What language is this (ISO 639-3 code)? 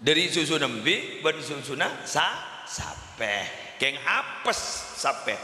mad